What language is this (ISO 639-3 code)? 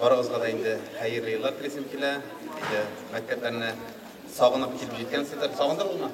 tat